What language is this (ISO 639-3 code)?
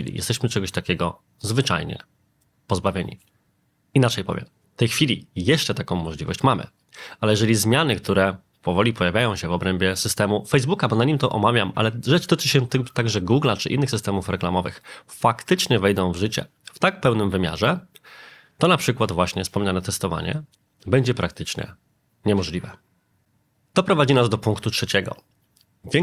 pol